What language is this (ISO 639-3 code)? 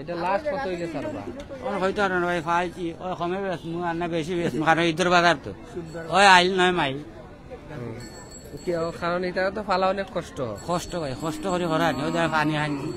syl